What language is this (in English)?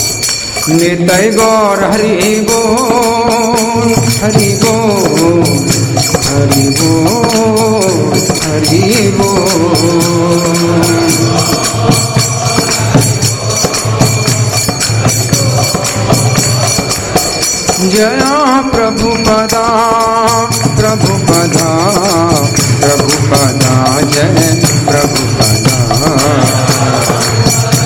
Hindi